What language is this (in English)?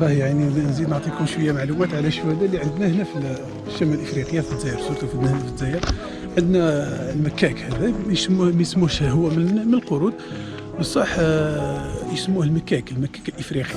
Algerian Arabic